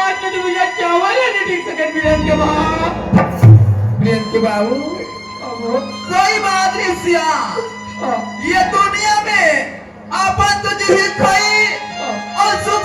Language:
Chhattisgarhi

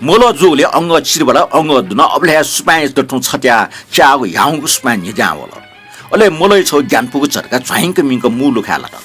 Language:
Newari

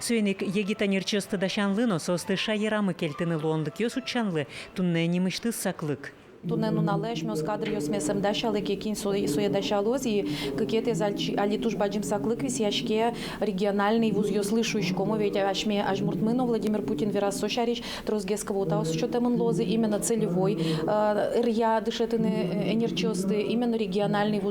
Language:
Udmurt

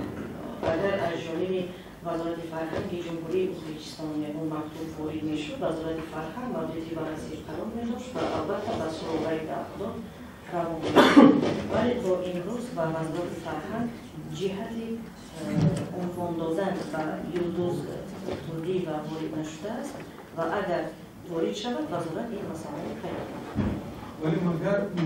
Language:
Tajik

